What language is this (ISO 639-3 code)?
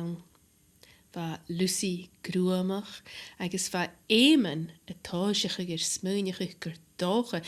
gla